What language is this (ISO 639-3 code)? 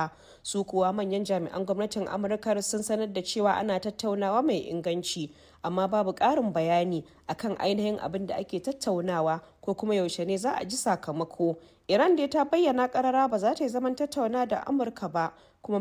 hau